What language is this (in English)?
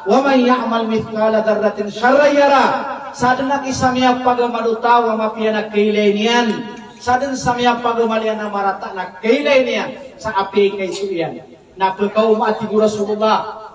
Maranao